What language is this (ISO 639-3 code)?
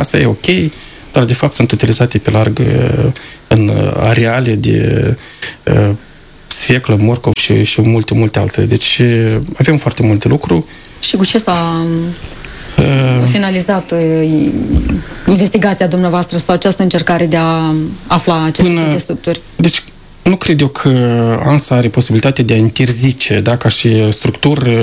ron